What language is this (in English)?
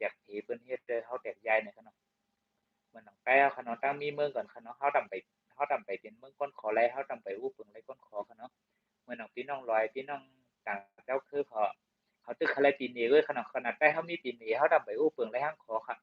Shan